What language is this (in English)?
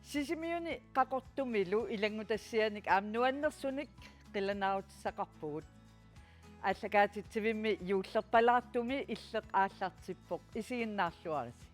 Kalaallisut